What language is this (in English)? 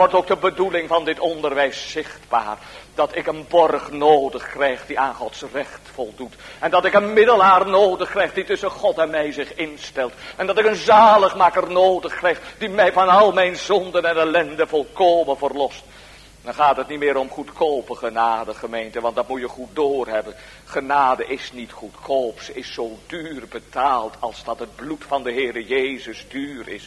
Dutch